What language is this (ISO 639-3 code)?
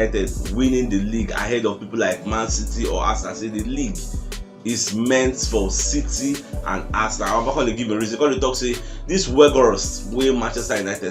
pcm